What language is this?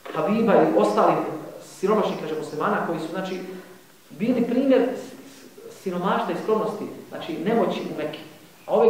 Bosnian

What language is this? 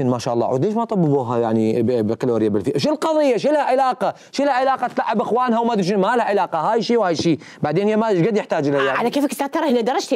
Mesopotamian Arabic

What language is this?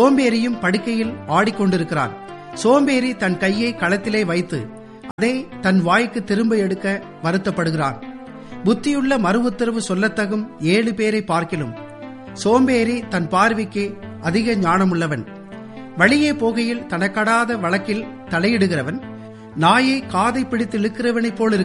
Tamil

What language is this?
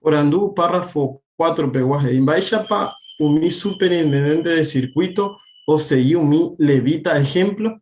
Guarani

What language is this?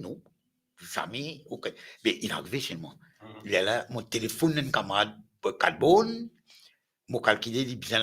Morisyen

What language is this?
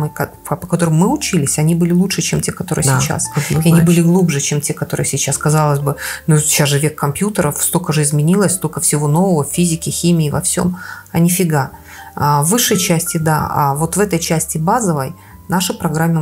Russian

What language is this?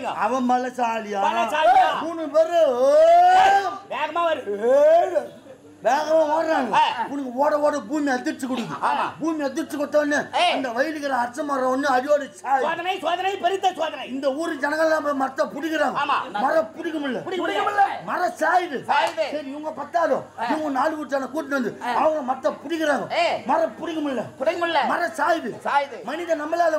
Tamil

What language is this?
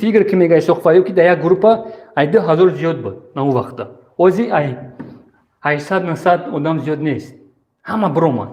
Tajik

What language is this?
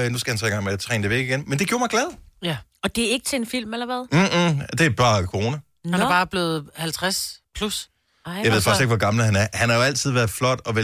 Danish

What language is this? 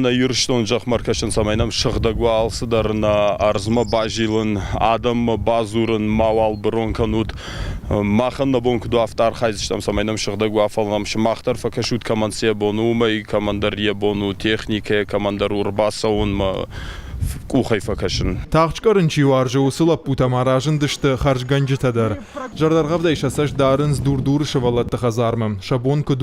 Ossetic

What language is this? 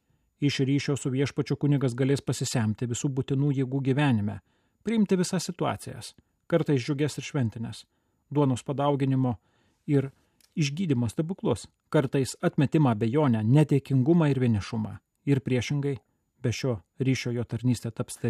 Lithuanian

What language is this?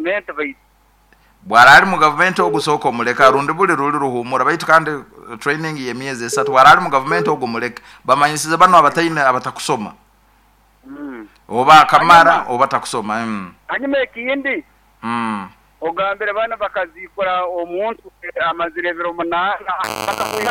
Nyoro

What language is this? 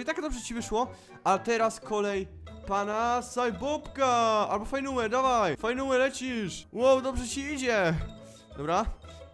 Polish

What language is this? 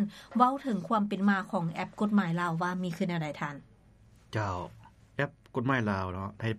Lao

